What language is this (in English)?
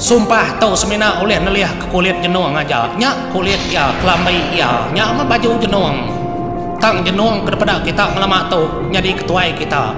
Iban